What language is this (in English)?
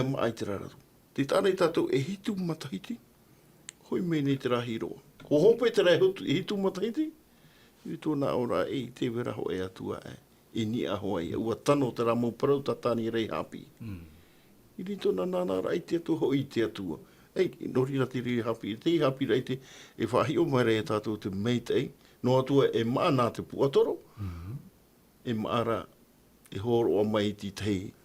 Tahitian